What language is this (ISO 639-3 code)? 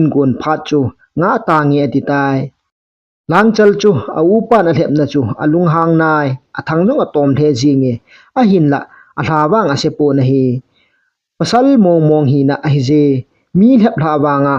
tcz